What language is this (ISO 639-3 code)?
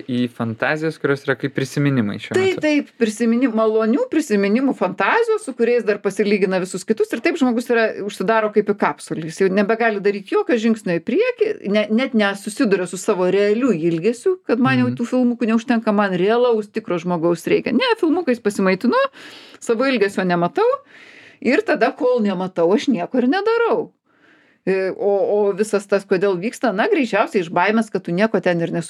lit